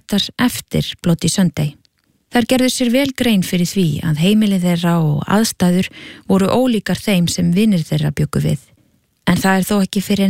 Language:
Icelandic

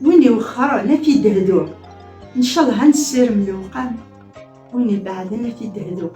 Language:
Kabyle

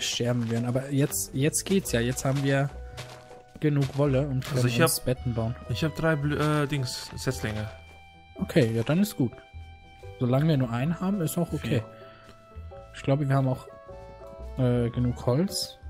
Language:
German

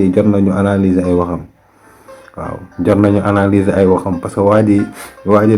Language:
Wolof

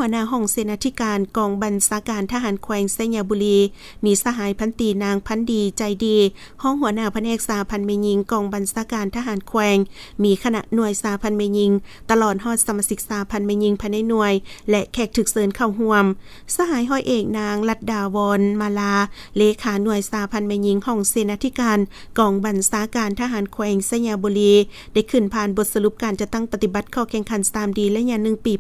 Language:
Lao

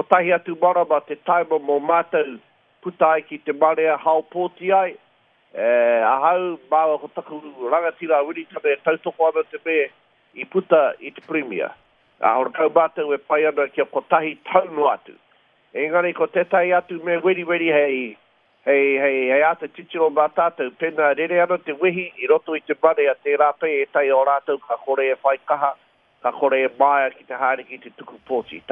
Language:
Māori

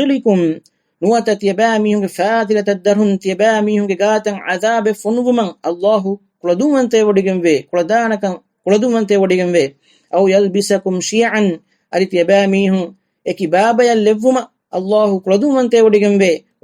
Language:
Divehi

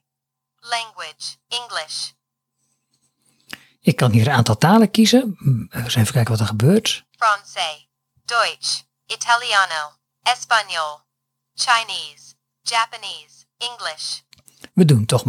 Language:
Dutch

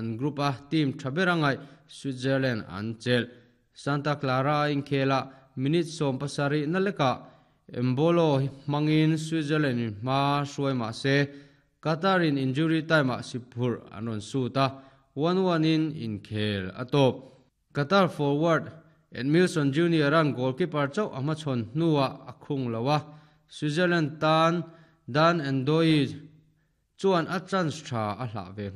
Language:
Mizo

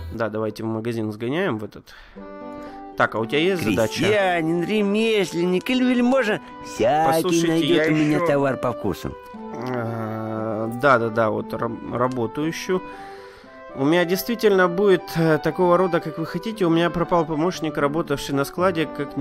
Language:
Russian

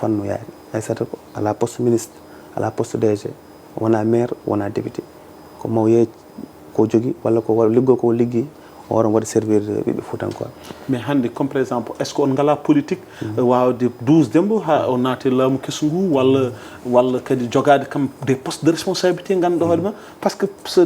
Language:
Fula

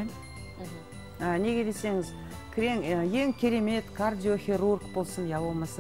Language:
Kazakh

